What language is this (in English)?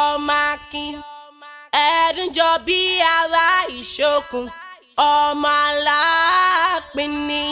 Yoruba